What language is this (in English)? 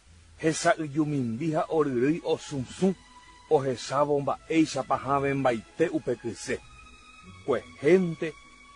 Guarani